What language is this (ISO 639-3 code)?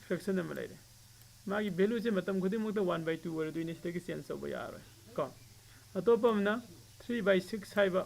mni